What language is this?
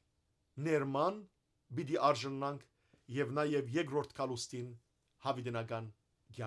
Western Armenian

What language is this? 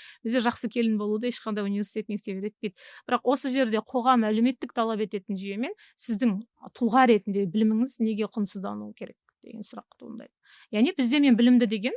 Kazakh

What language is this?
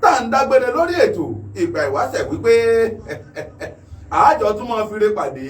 Yoruba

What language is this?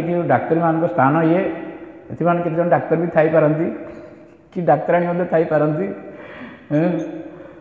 Odia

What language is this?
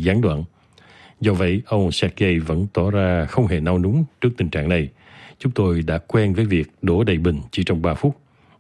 Vietnamese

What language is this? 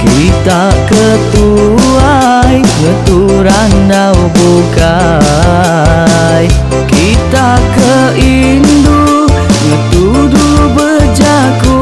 Iban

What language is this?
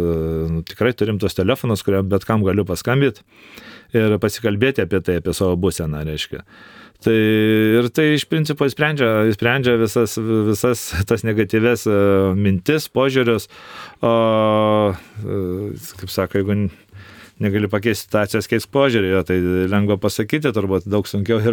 Lithuanian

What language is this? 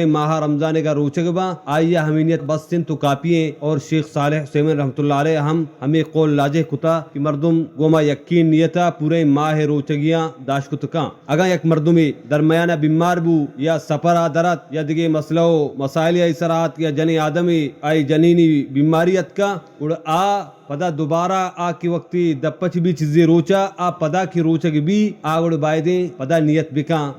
Baluchi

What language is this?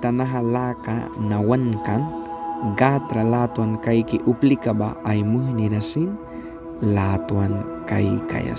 Mískito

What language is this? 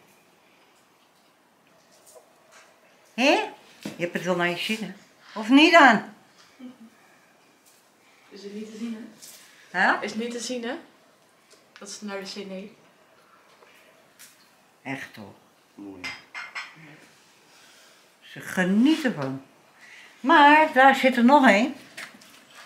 Dutch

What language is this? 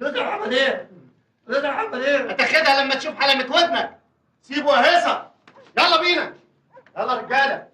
Egyptian Arabic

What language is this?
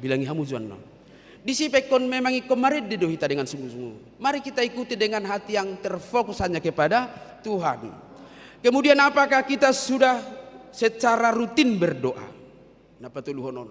Batak Toba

